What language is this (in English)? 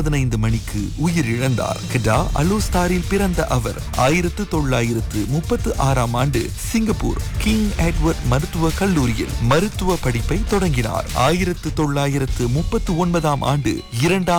Tamil